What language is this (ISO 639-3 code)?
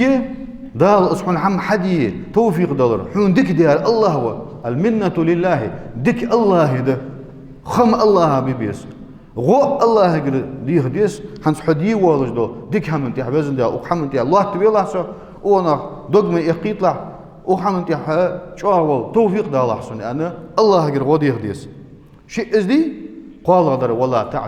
inh